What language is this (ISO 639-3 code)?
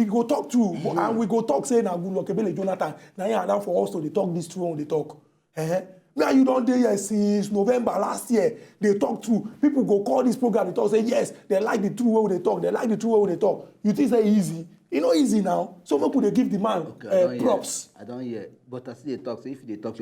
pcm